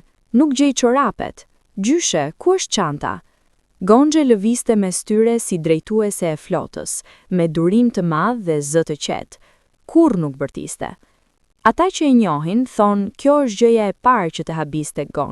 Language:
Albanian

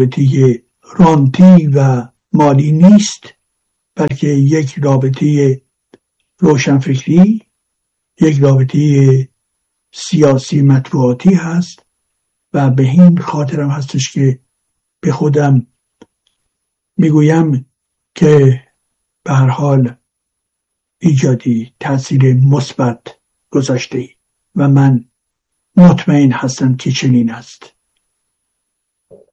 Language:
Persian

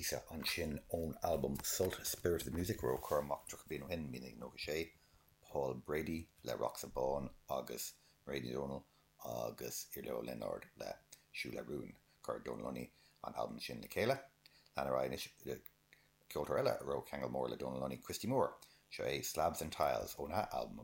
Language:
Irish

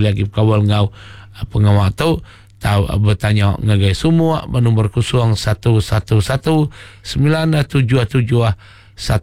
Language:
Iban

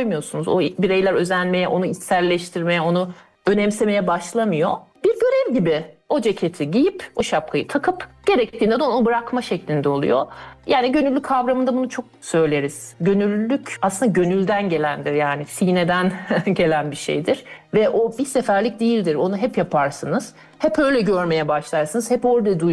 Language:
Turkish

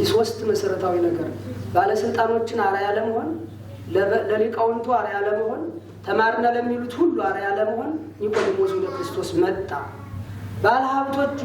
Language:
Amharic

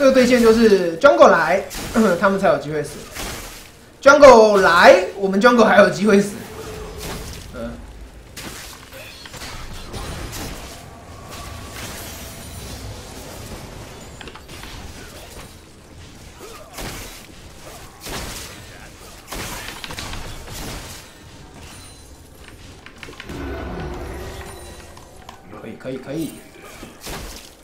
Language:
Chinese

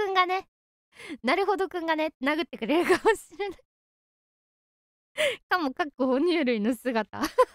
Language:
Japanese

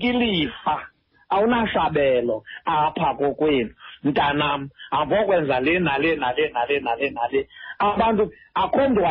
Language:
Xhosa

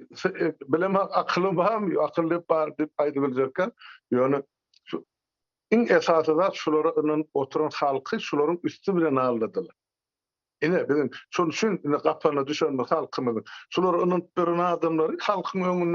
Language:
Turkmen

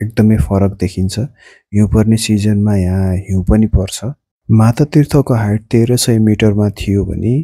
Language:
Nepali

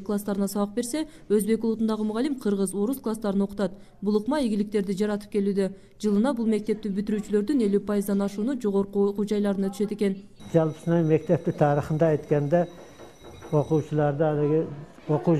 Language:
Kyrgyz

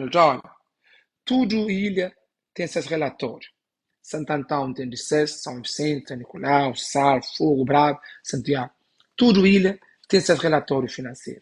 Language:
Kabuverdianu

